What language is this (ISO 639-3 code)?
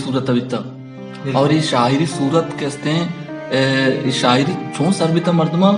bal